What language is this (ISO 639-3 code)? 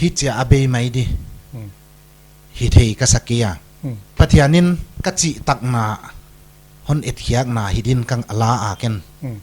pck